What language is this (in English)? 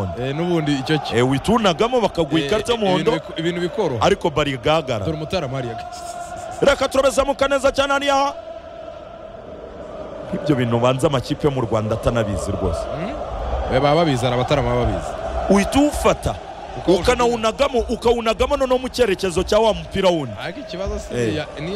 Kinyarwanda